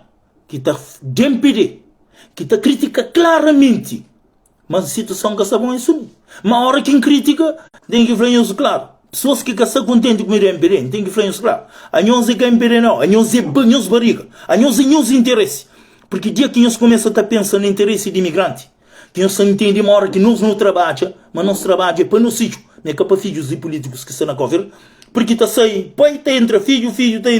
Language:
Kabuverdianu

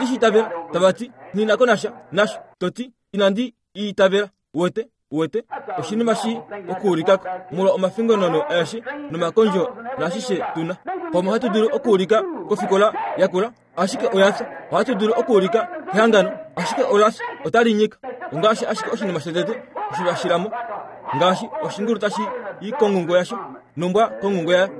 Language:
Kuanyama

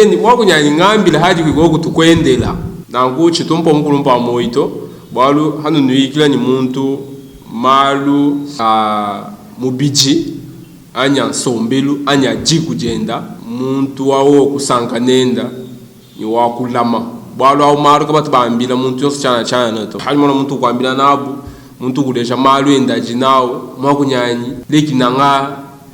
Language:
Luba-Lulua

